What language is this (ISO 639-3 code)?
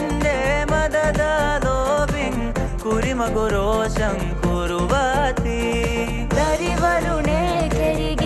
div